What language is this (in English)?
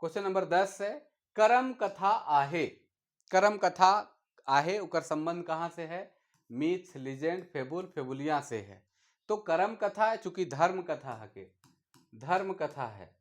Sadri